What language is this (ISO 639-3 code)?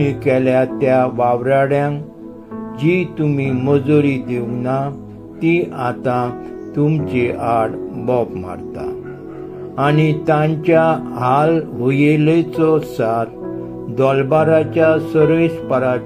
kok